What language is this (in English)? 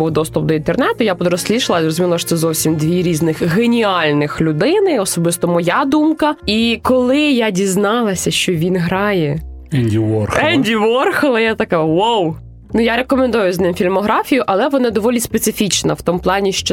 Ukrainian